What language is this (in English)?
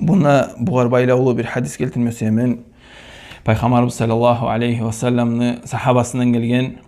Kumyk